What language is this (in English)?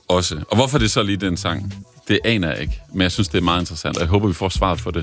Danish